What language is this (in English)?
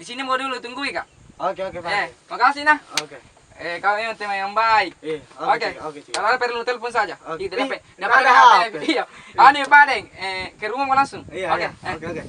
Makassar Malay